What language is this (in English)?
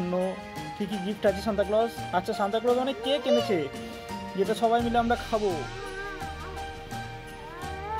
Bangla